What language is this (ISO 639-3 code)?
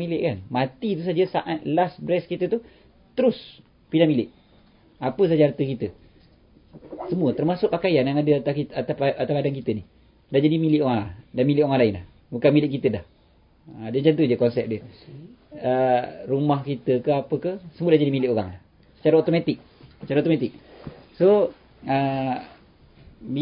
msa